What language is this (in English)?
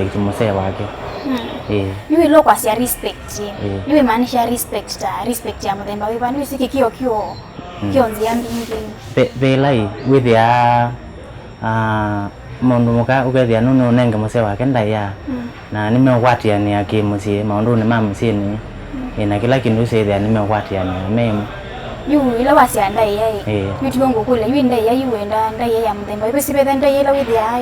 Kamba